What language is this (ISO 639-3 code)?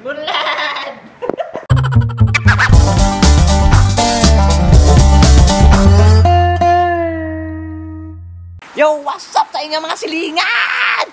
ceb